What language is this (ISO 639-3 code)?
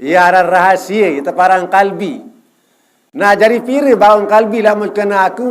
sas